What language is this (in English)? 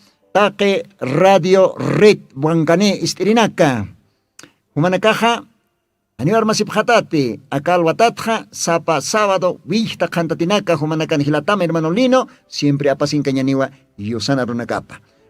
Aymara